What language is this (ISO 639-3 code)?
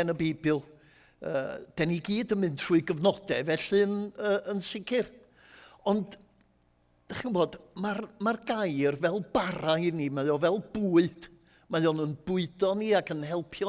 cym